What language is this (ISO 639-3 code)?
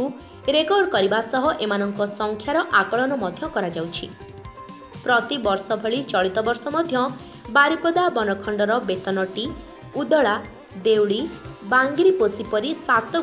ori